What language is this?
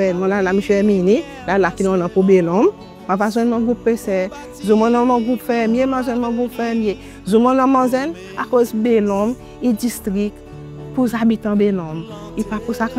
Seselwa Creole French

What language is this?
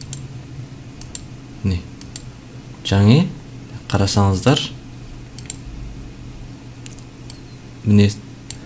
Kazakh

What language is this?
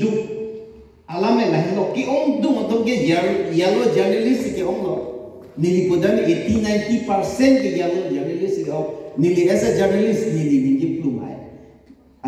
Karbi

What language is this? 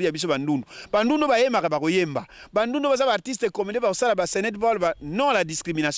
Lingala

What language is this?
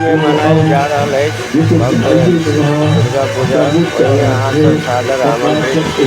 Maithili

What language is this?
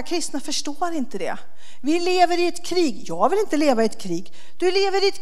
Swedish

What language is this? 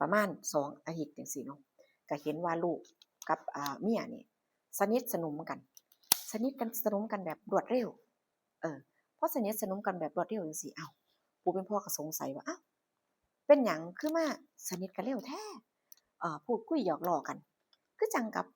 Northeastern Thai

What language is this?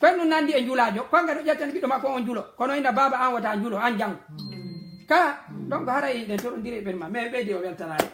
Fula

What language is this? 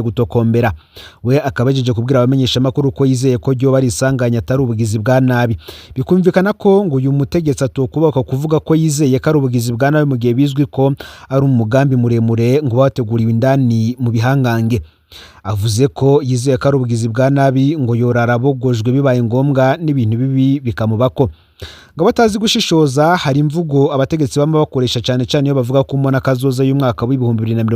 Rundi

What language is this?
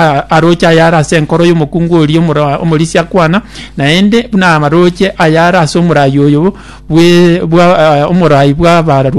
Gusii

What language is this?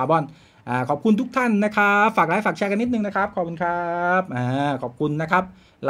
Thai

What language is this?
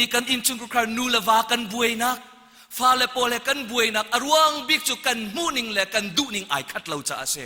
Hakha Chin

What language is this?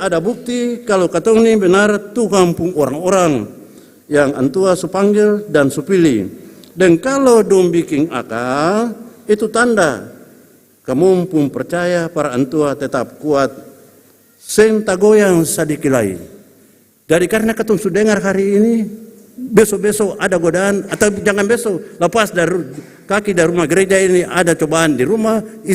Ambonese Malay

